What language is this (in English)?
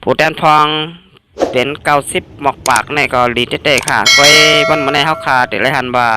Shan